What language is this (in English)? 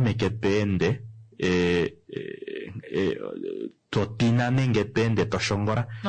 Kuanyama